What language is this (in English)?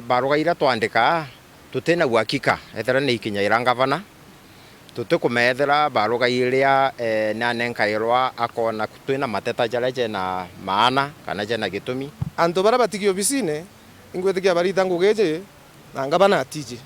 Meru